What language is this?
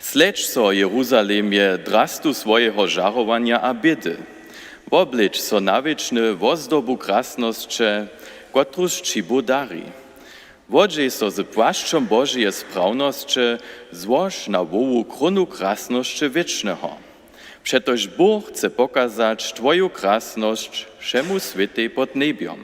Upper Sorbian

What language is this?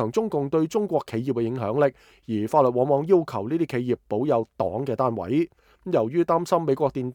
Cantonese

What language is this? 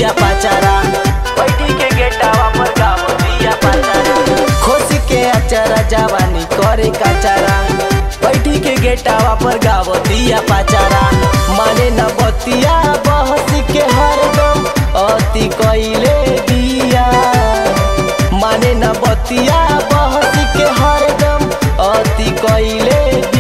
Bhojpuri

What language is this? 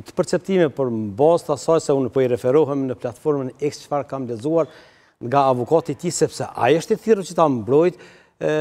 Albanian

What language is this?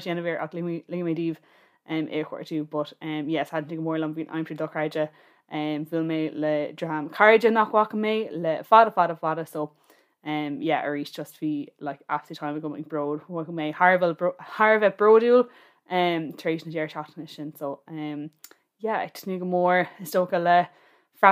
Irish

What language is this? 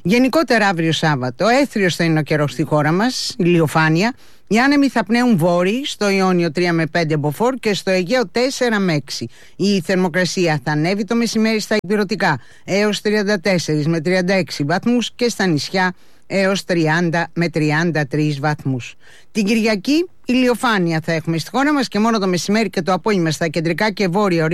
Greek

